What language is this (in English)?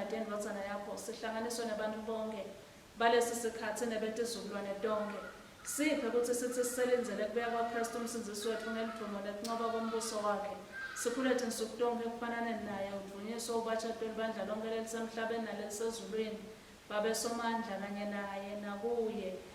Swati